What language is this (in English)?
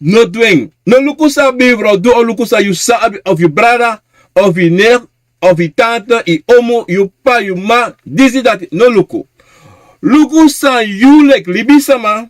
Sranan Tongo